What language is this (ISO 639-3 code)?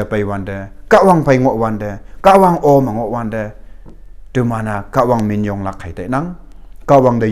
nbe